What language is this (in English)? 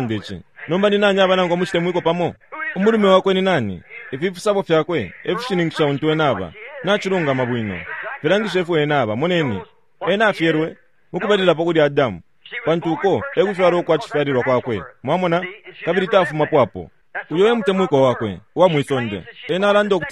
Bemba